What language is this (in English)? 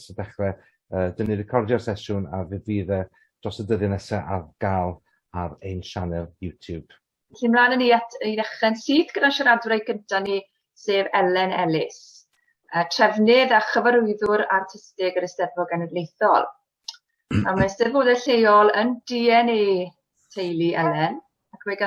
Welsh